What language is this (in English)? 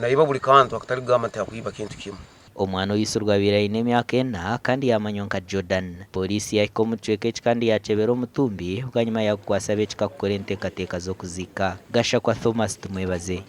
Nyankole